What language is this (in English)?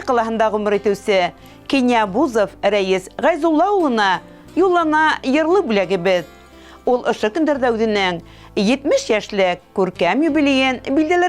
Bashkir